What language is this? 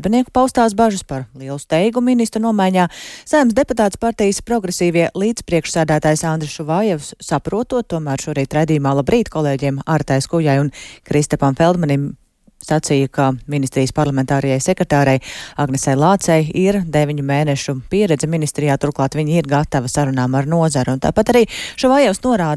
Latvian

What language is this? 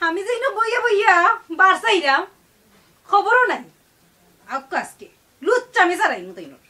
Sylheti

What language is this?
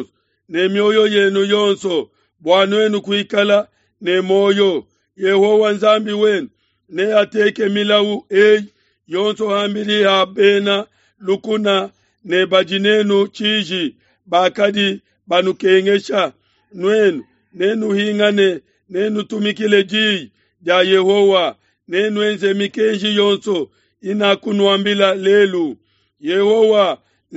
Luba-Lulua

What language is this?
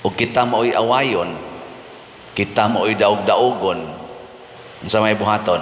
Cebuano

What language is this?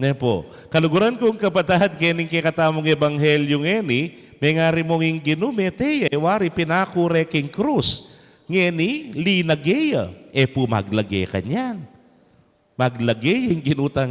Pampanga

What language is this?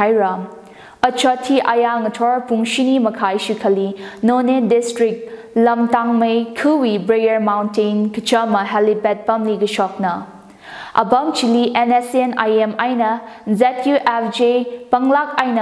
Tangkhul Naga (India)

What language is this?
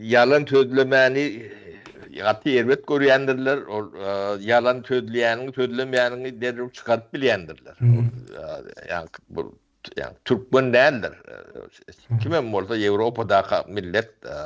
Turkmen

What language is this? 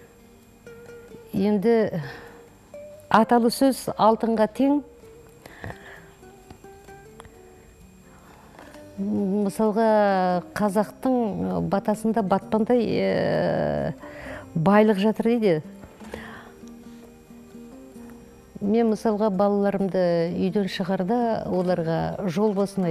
Kazakh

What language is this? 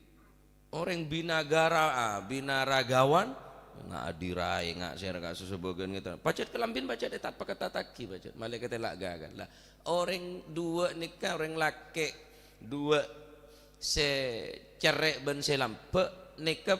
Madurese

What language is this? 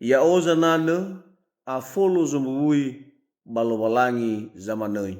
Nias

